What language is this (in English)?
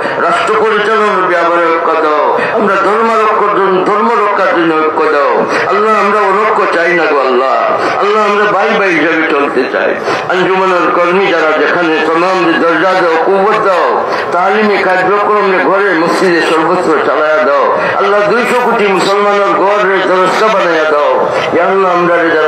Sylheti